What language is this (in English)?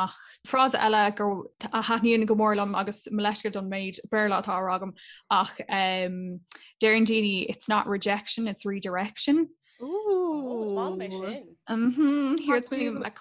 Irish